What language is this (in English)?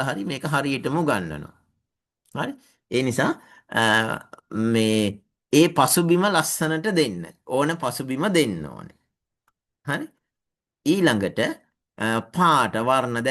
Sinhala